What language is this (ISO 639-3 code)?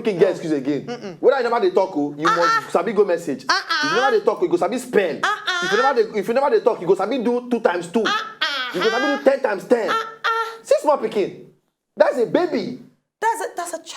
pcm